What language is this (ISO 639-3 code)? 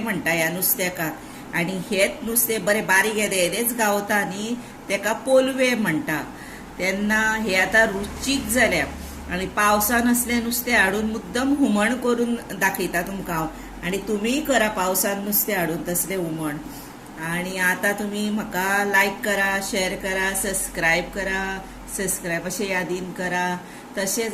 kok